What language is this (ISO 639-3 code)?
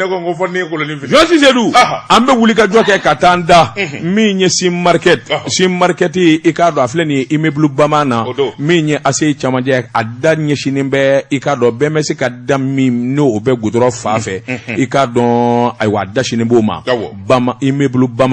bam